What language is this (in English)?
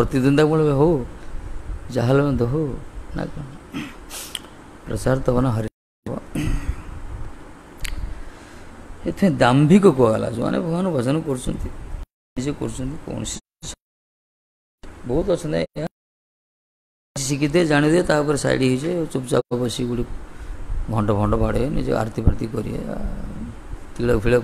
Odia